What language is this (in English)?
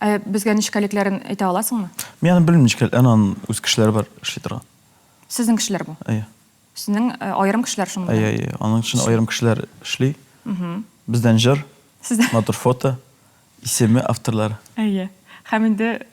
Tatar